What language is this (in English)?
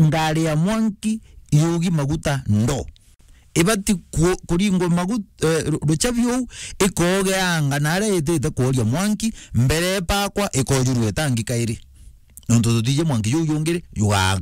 Meru